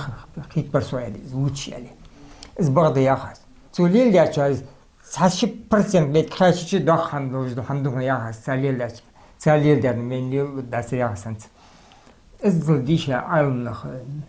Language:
Ingush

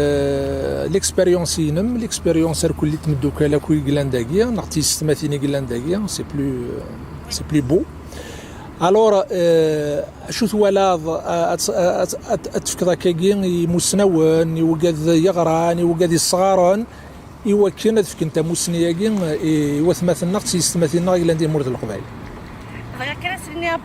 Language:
Kabyle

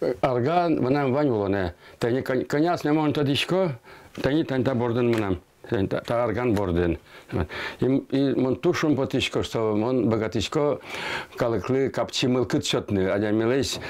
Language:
Udmurt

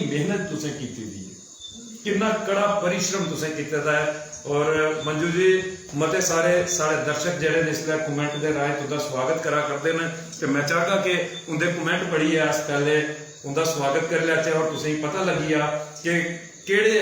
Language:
Dogri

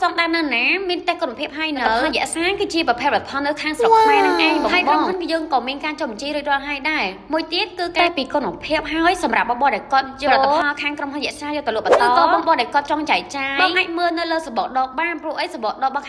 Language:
Khmer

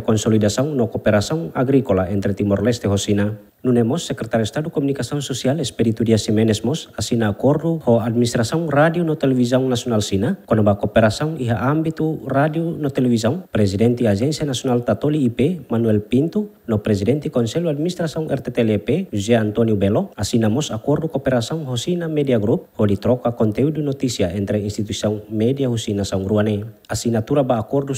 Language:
Tetum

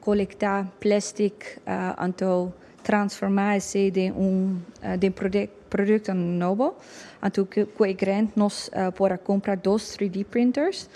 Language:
Papiamento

